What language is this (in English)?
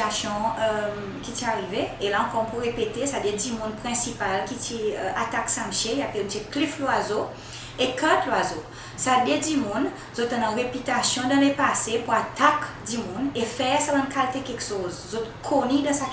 Seselwa Creole French